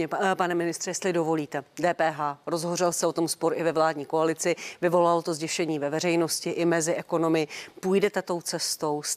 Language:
Czech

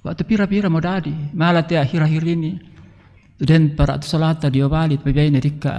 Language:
Toraja-Sa'dan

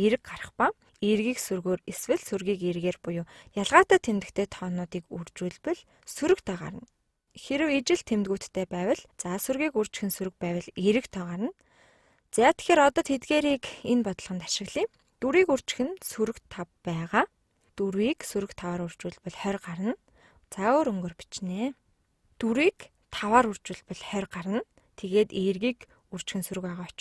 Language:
Mongolian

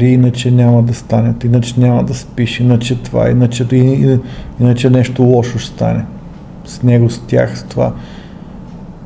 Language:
Bulgarian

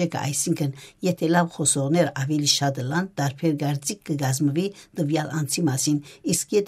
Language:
Armenian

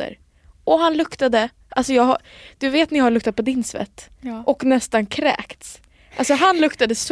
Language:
Swedish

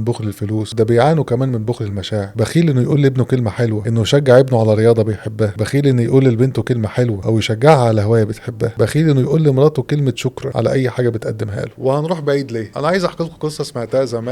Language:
Egyptian Arabic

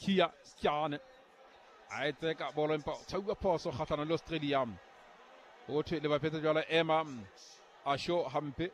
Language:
Southern Sotho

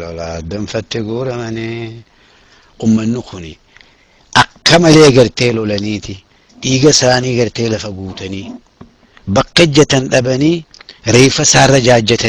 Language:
Oromo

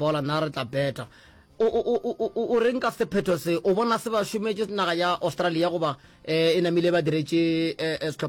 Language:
Northern Sotho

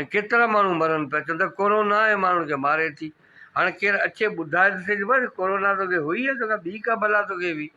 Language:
Sindhi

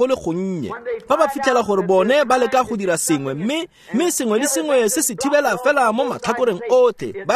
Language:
Tswana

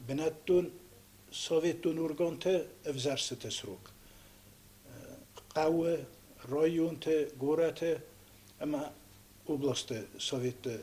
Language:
Ossetic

